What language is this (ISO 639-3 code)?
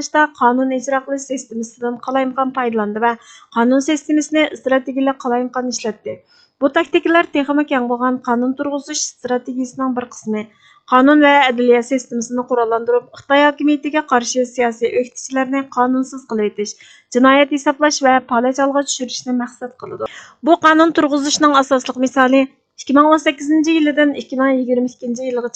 uig